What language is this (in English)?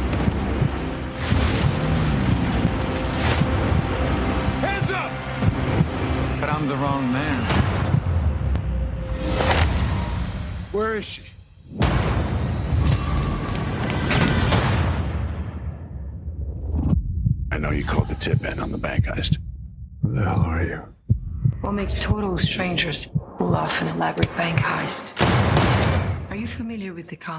English